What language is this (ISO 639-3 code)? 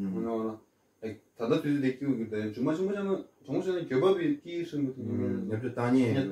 bod